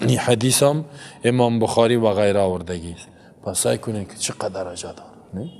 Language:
Persian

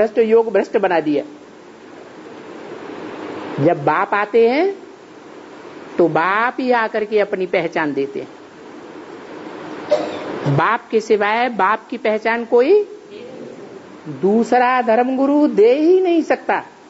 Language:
Hindi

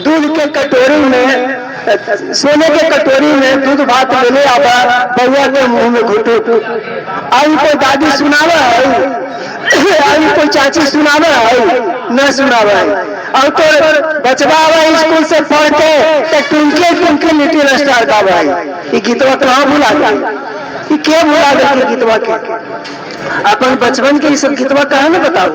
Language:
Magahi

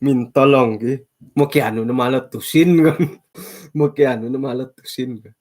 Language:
Central Dusun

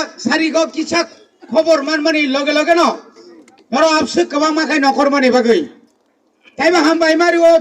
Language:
Kok Borok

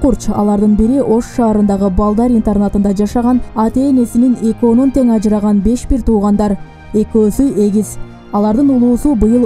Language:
Kyrgyz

